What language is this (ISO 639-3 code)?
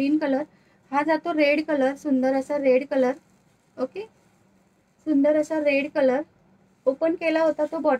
mar